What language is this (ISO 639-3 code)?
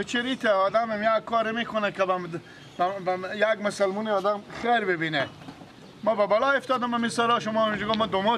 fas